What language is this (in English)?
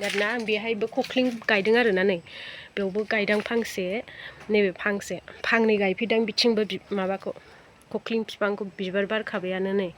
Bodo